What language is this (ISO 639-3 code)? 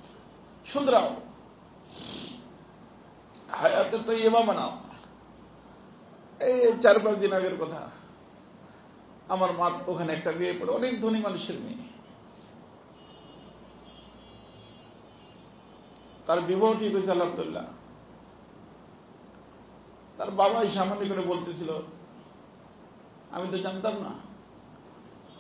ben